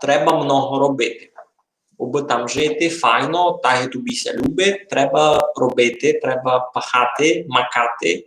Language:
Rusyn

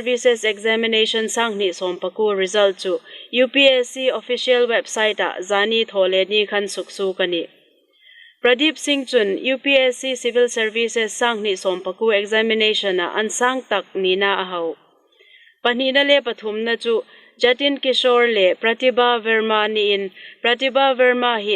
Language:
Hmar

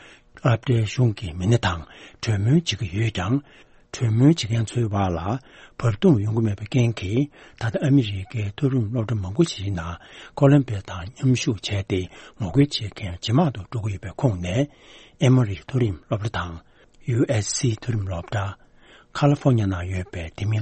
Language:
Tibetan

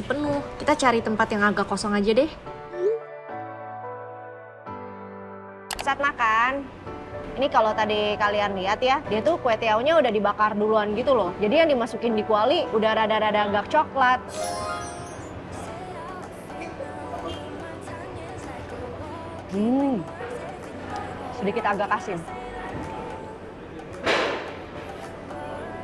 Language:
Indonesian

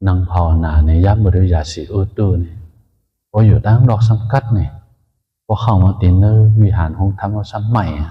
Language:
Shan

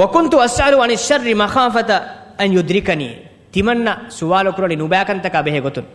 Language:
Divehi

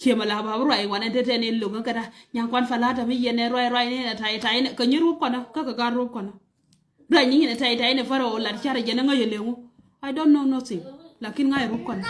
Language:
Nuer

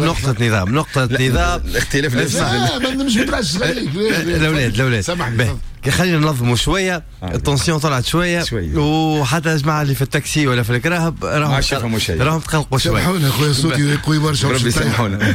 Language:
Tunisian Arabic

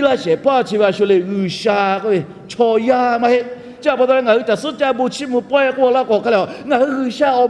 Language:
Lahu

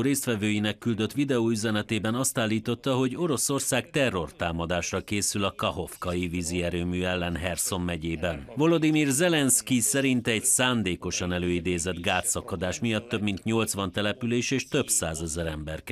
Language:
Hungarian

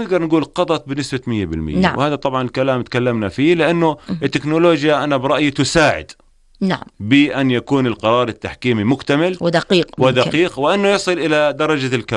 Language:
North Levantine Arabic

